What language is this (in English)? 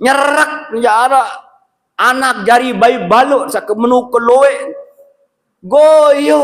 Sasak